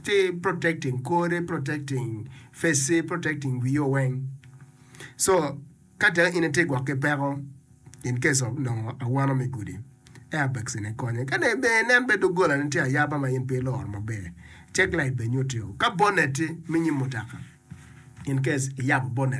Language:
Acoli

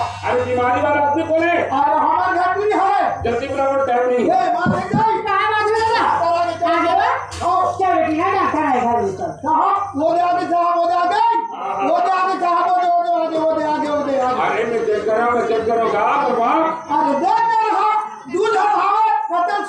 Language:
Chhattisgarhi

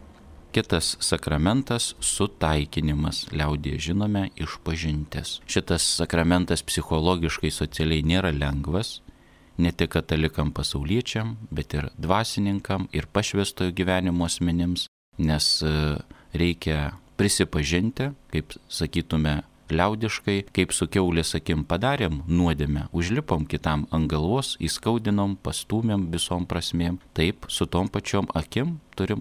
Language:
Lithuanian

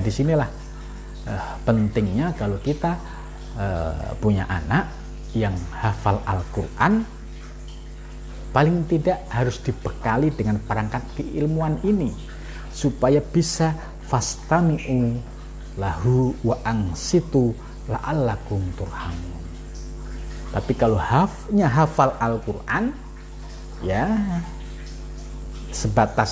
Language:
Indonesian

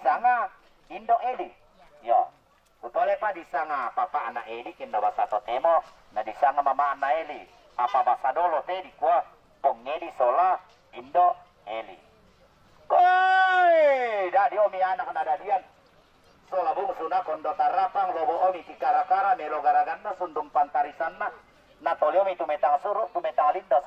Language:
Toraja-Sa'dan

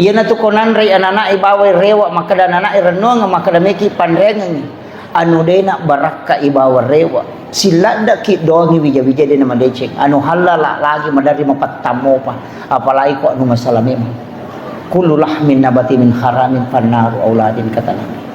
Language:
Buginese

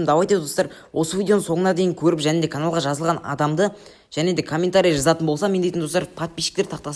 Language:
Kazakh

